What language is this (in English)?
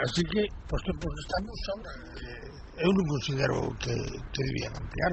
Galician